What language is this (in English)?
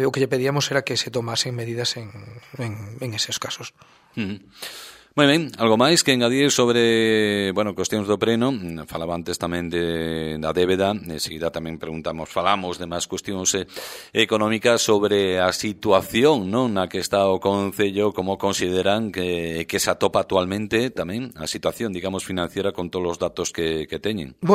Galician